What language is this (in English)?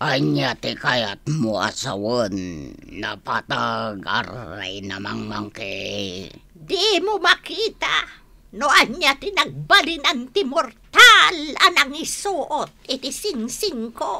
Iloko